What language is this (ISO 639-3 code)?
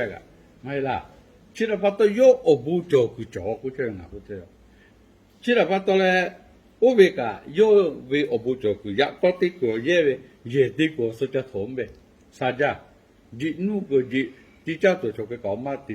lhu